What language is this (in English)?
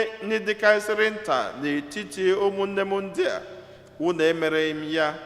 Igbo